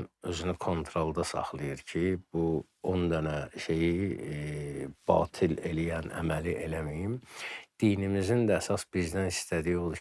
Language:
Azerbaijani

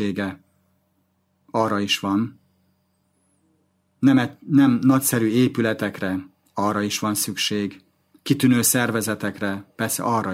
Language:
Hungarian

